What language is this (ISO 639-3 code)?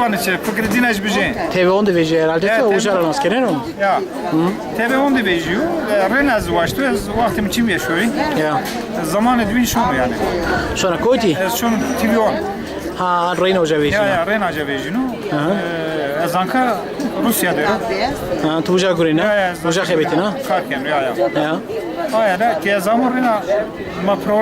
zza